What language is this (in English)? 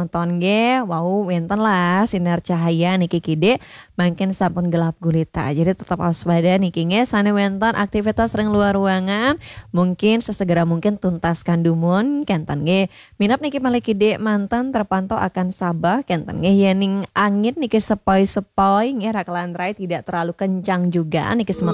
Balinese